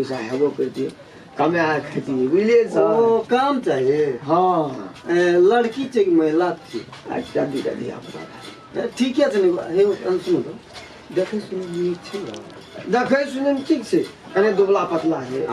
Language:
Maithili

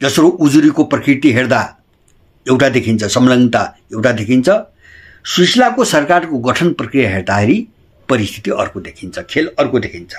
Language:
Nepali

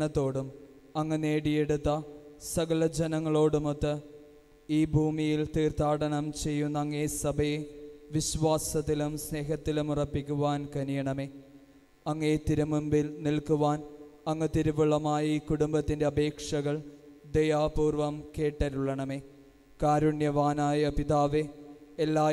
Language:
Malayalam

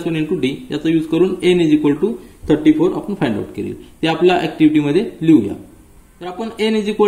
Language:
Marathi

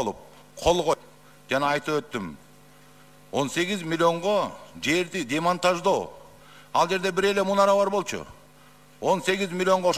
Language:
Kyrgyz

